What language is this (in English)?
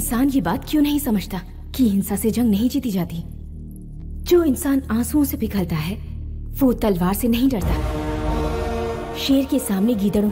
Hindi